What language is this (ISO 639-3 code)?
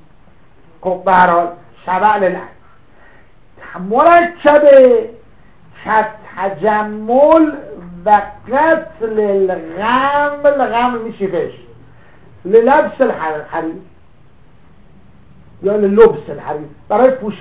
fas